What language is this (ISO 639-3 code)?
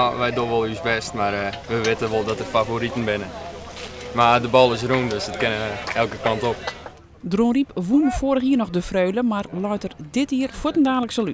fry